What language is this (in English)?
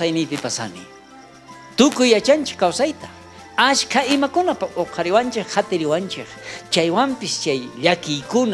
South Bolivian Quechua